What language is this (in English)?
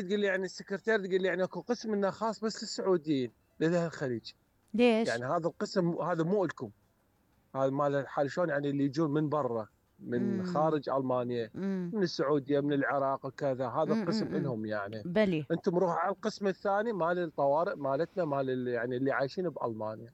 Mesopotamian Arabic